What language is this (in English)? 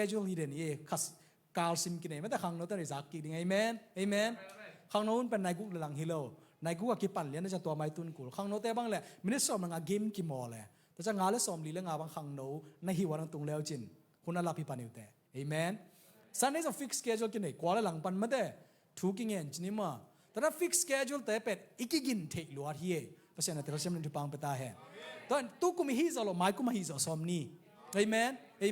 Tedim Chin